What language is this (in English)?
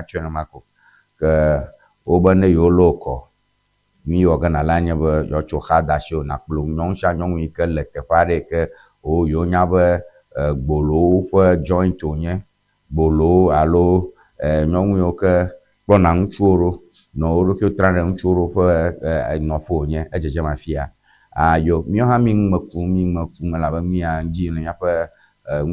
Ewe